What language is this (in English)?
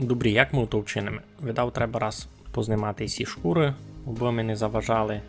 Rusyn